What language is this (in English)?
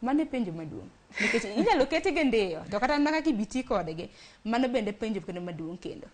Luo (Kenya and Tanzania)